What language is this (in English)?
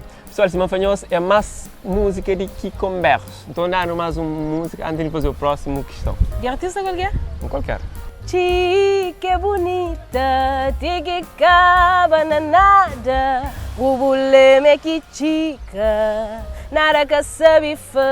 Kabuverdianu